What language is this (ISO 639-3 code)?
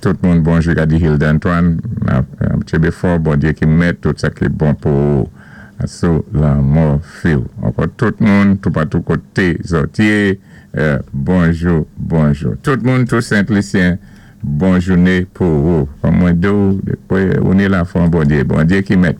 acf